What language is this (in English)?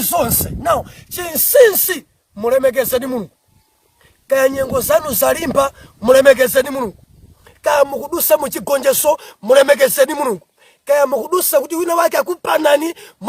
Nyanja